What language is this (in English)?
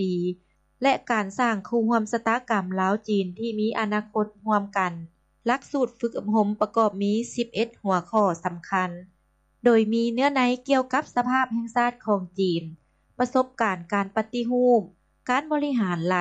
Lao